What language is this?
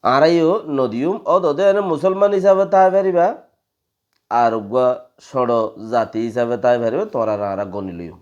Rohingya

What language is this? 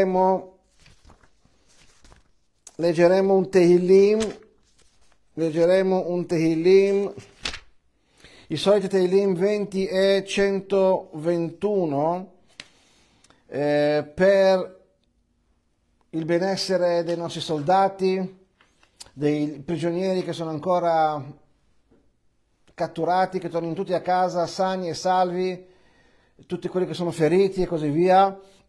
Italian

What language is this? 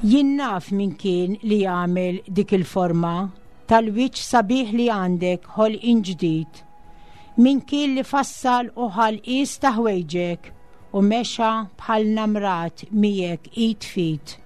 Maltese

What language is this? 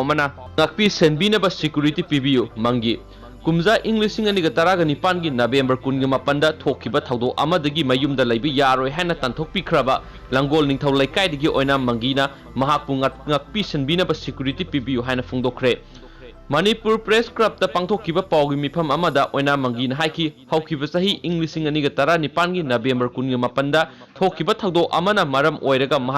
Manipuri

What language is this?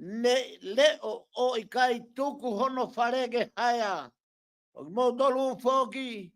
Tongan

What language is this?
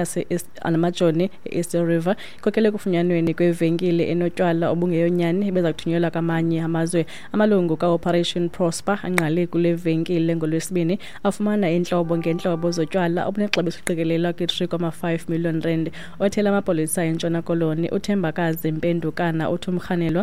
Xhosa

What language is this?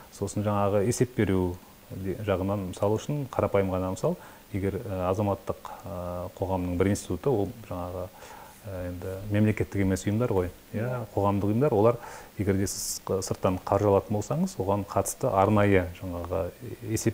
Kazakh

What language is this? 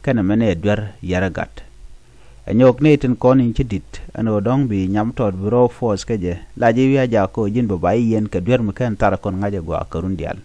Nuer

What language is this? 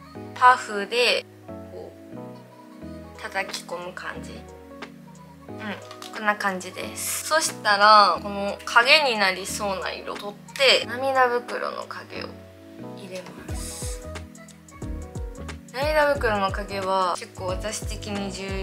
Japanese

